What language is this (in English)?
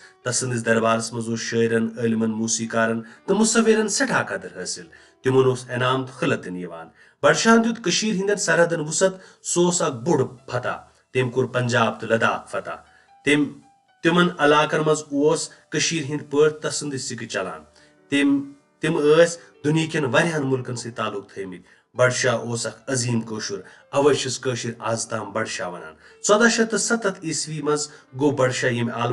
Kashmiri